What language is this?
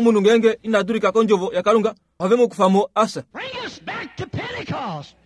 Kuanyama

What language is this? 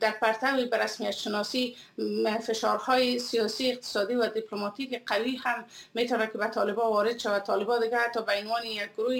Persian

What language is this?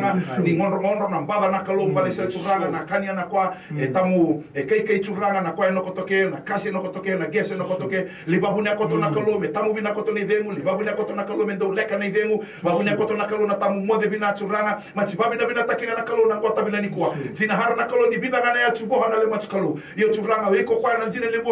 Fijian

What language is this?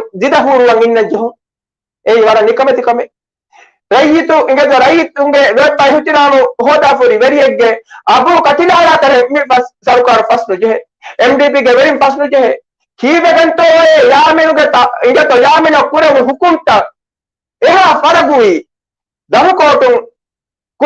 Divehi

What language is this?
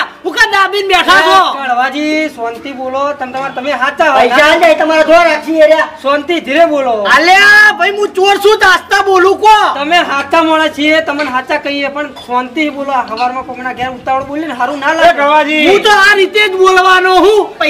Gujarati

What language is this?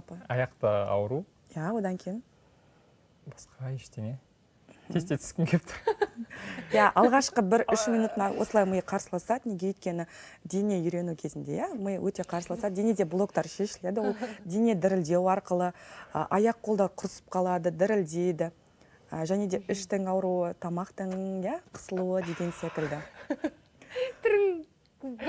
Kazakh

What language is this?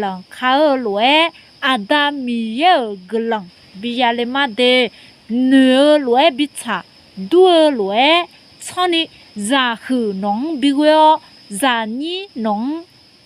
Akha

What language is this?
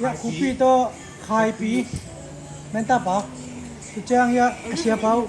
Tedim Chin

